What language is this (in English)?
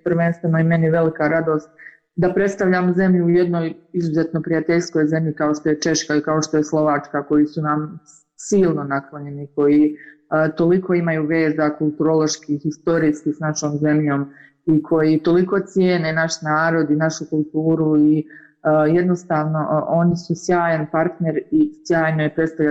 Bosnian